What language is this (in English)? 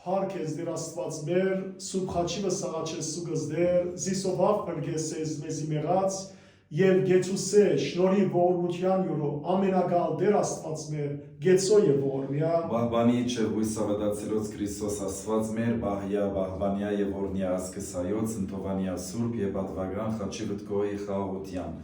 Western Armenian